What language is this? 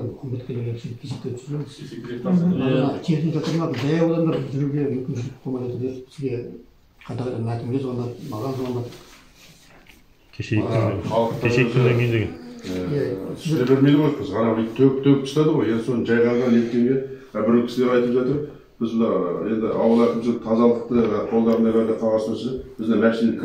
Kazakh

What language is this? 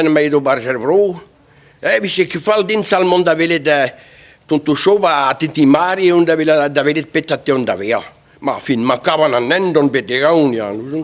Breton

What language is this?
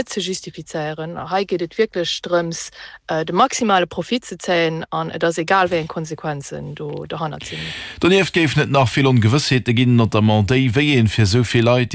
Luxembourgish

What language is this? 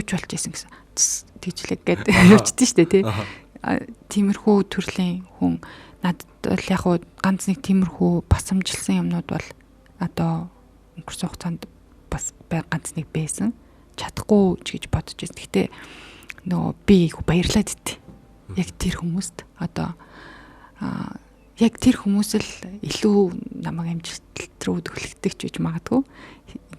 Mongolian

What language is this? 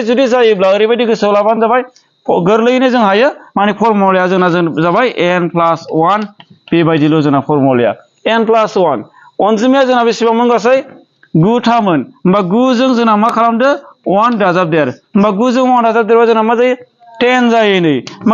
Bodo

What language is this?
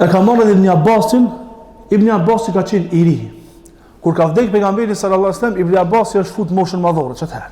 Albanian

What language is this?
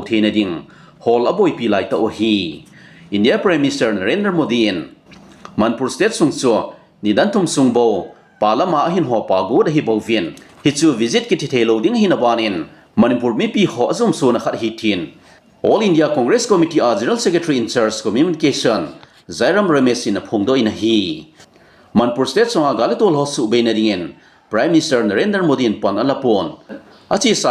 Thado Chin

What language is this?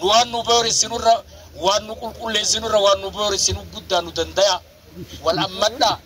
Oromo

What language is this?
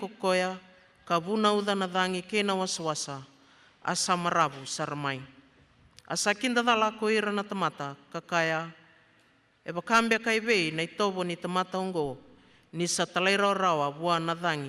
Fijian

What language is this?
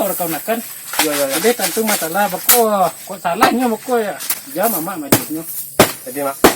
Minangkabau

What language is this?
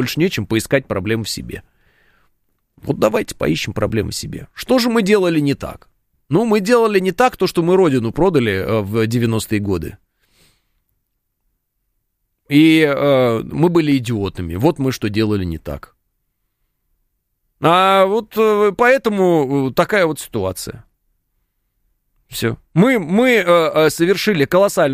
Russian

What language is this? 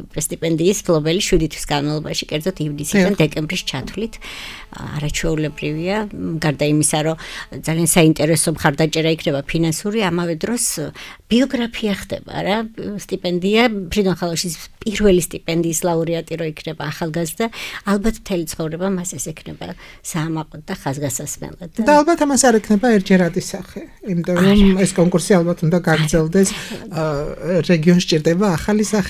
Georgian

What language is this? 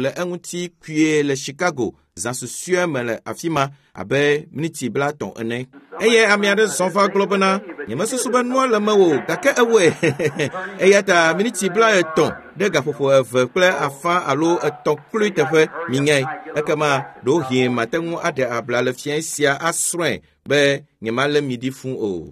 Ewe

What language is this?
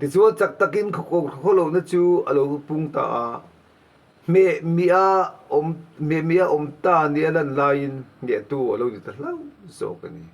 Mizo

